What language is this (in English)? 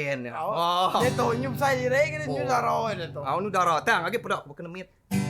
Iban